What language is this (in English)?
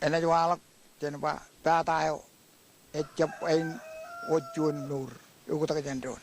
Marshallese